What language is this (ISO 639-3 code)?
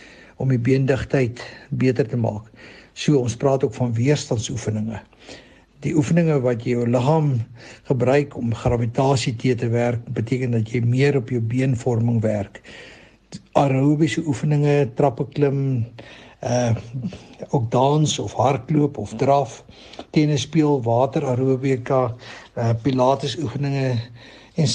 afr